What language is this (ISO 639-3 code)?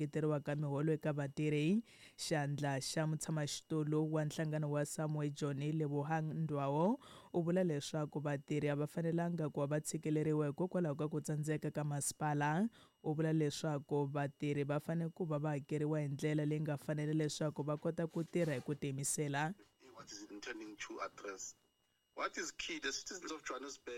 tso